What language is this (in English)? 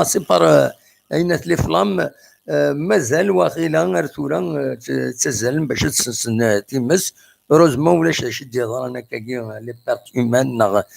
Kabyle